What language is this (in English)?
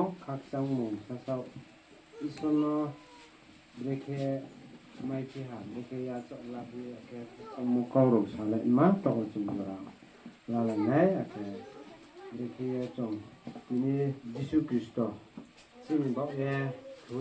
Riang (India)